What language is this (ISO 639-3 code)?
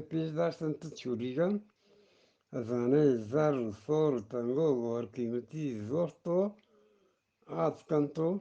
bgp